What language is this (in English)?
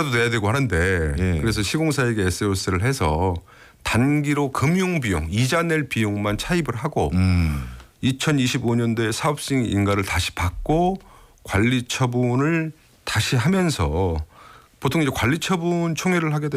Korean